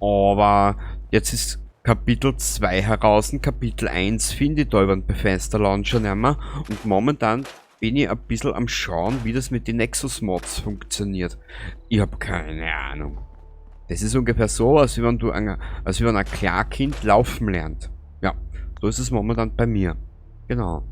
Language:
Bavarian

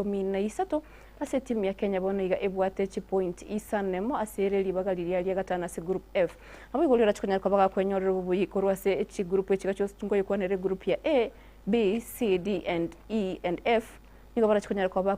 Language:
Gusii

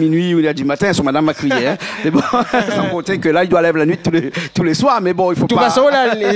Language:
Réunion Creole French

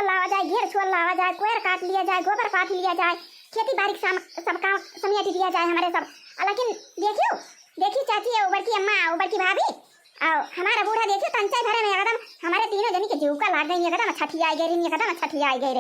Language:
Awadhi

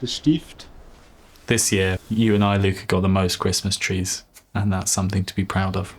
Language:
Swiss German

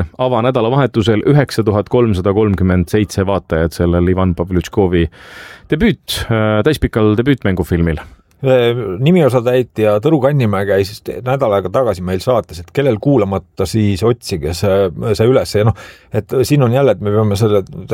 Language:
Estonian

